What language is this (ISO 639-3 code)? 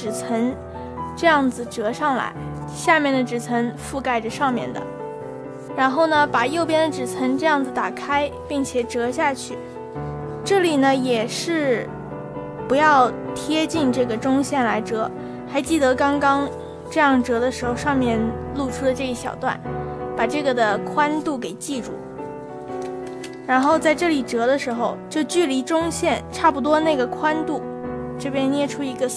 zho